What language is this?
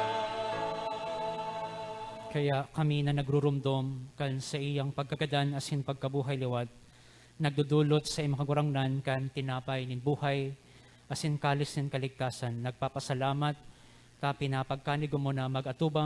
Bikol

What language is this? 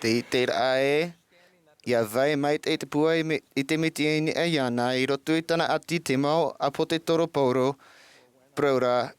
Tahitian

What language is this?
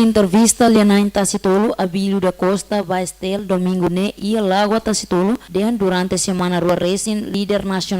Tetum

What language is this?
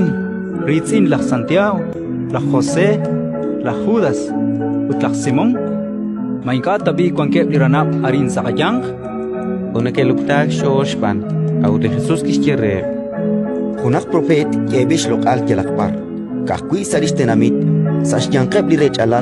Kekchí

